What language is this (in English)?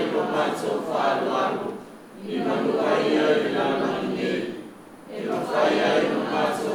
Samoan